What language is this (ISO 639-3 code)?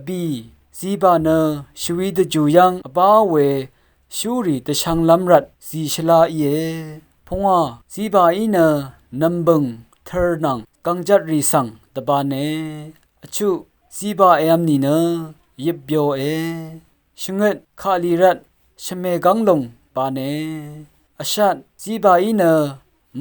raw